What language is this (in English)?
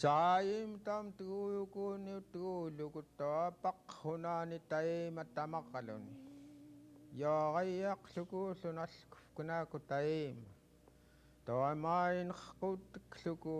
Central Yupik